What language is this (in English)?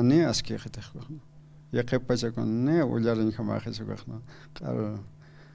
Aymara